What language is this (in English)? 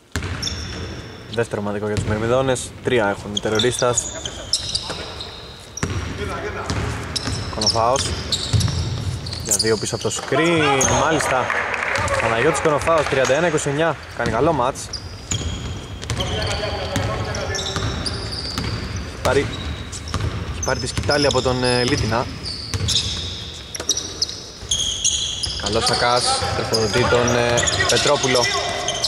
Greek